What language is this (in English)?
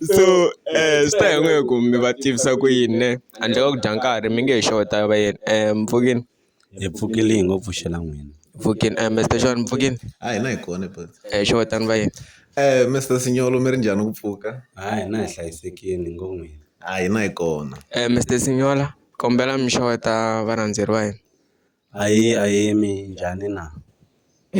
Tsonga